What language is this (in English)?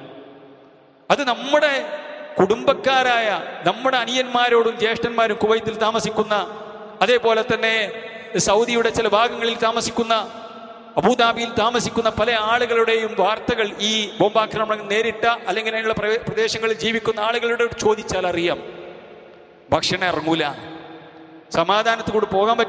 Malayalam